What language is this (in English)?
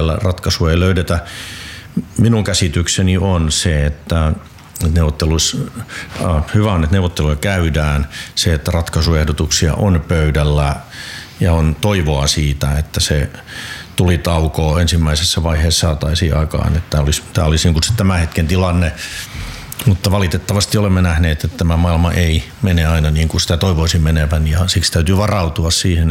Finnish